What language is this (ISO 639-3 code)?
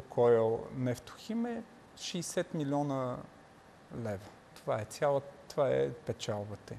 bul